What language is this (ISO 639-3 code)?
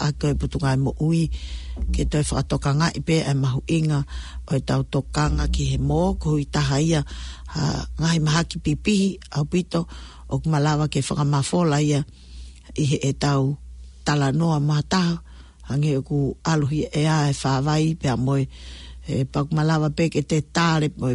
ton